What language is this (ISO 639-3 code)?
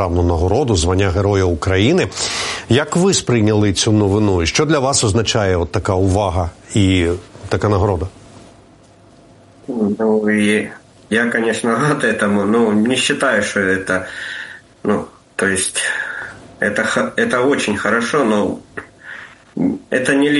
ukr